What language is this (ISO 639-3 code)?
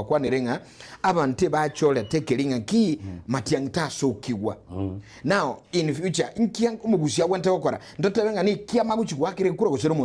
guz